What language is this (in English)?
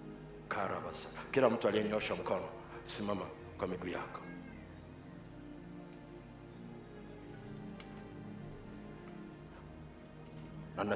Swahili